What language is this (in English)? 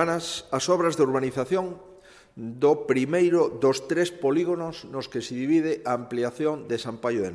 Galician